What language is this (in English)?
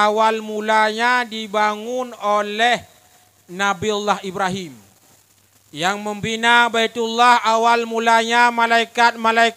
Achinese